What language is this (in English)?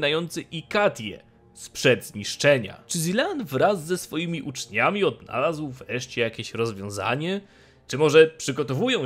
Polish